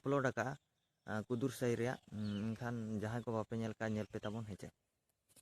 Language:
Santali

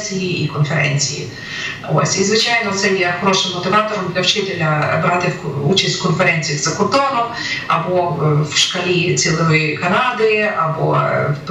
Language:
Ukrainian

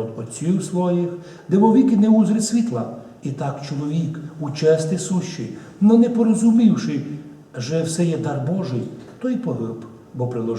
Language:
Rusyn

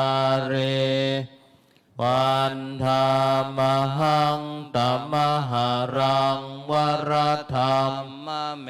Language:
Pali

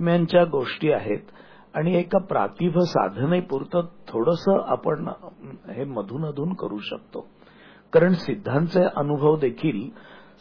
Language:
Marathi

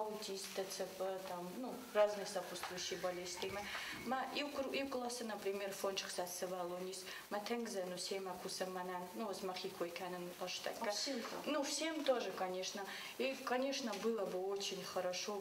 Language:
Ossetic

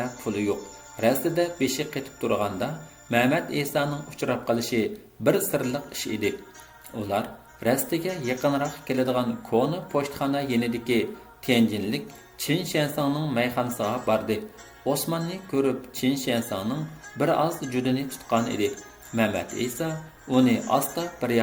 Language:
Uyghur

